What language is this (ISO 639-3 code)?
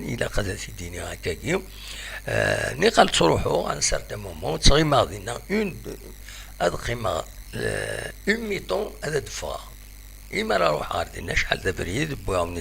kab